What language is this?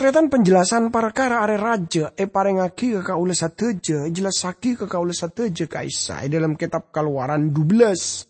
Madurese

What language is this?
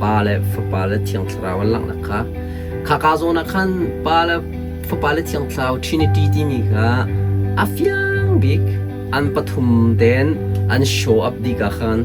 Hakha Chin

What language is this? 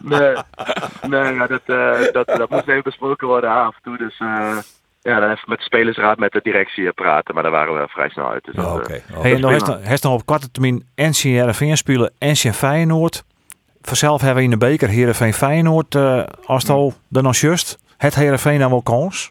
Western Frisian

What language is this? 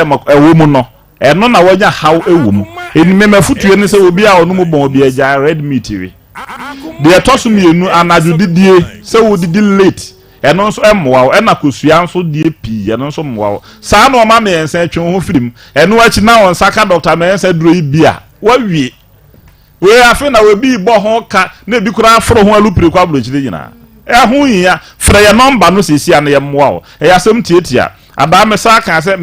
Akan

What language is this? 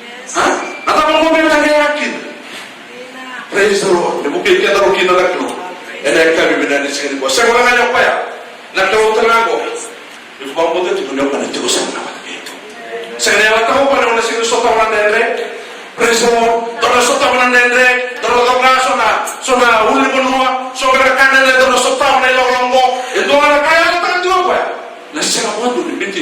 Fijian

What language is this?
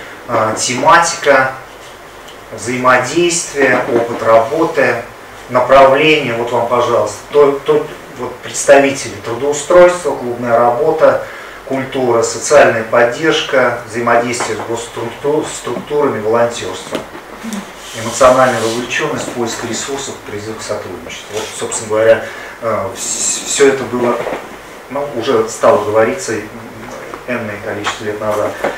Russian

